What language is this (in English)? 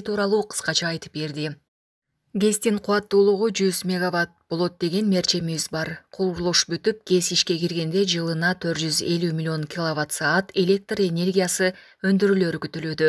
Kyrgyz